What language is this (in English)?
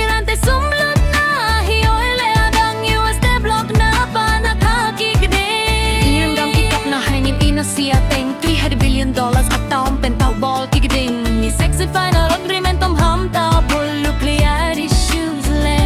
Tedim Chin